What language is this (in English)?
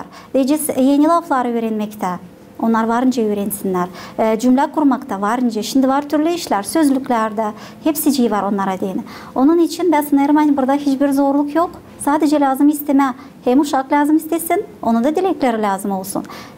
Gagauz